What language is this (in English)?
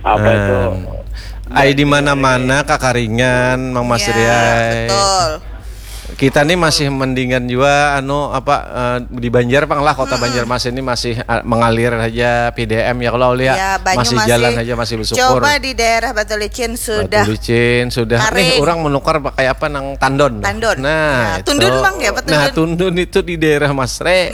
Banjar